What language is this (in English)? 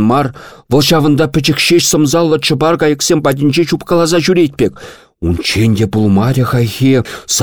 Chuvash